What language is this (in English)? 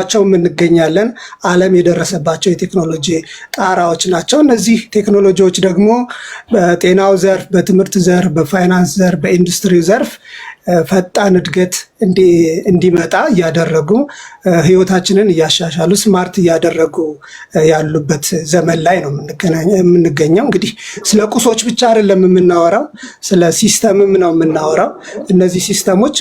Amharic